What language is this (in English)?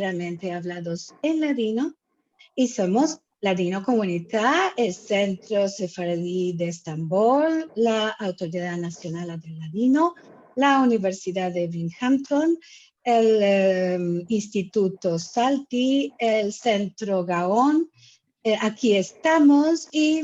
Ladino